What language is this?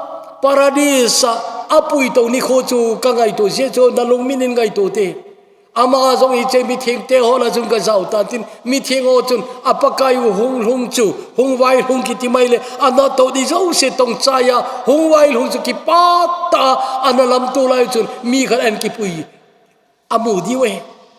Thado Chin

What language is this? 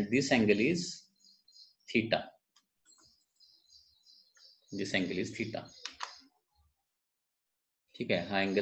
Marathi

